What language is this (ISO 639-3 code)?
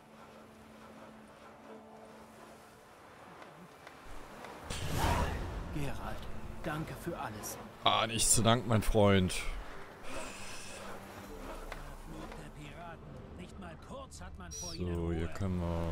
deu